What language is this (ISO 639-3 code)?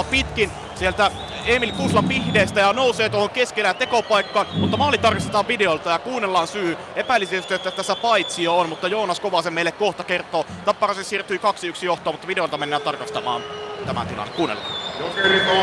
fin